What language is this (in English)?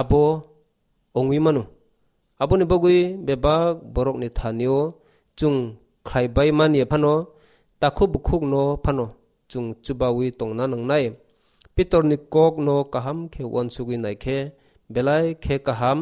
Kok Borok